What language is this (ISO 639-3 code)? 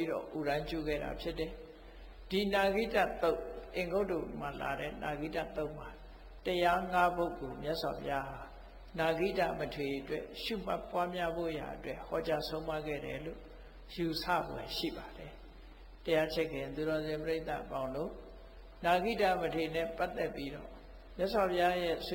mya